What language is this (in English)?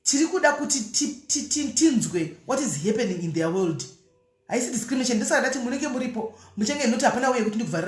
Shona